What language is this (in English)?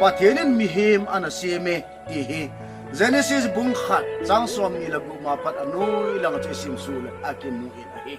Thado Chin